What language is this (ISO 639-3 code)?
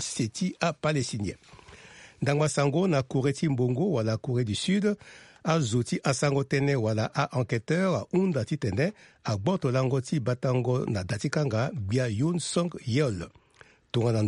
sag